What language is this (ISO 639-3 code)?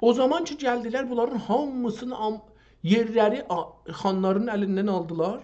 azb